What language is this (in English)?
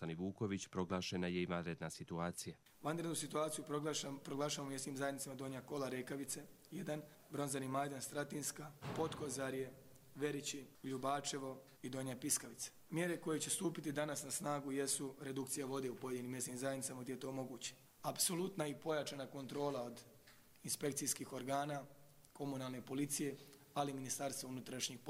Croatian